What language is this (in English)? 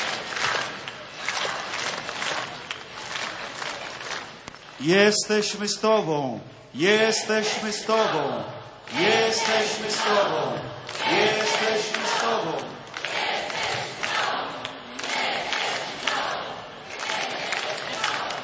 Polish